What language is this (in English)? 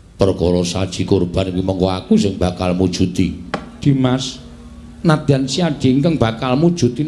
Javanese